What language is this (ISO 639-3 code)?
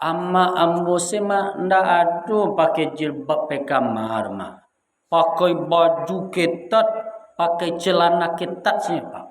min